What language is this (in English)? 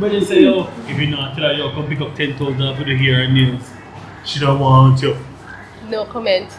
Jamaican Creole English